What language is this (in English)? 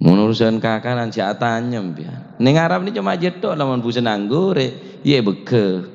Madurese